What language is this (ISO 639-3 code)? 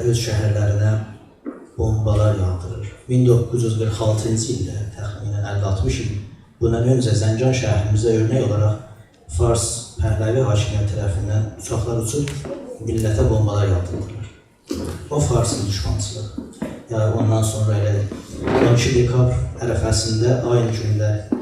azb